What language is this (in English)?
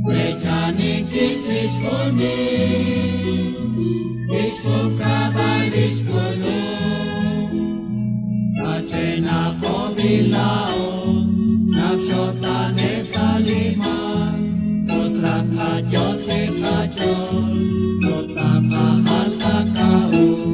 Kekchí